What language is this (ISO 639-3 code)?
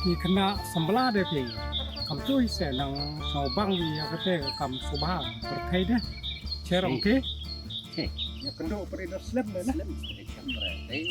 kha